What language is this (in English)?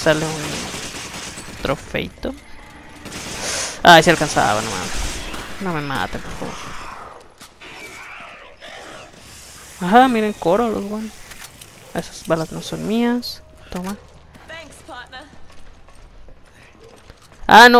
Spanish